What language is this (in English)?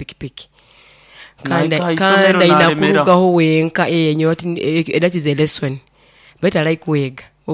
Nyoro